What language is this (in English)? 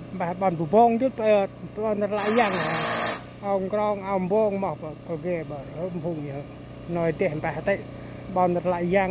Central Mnong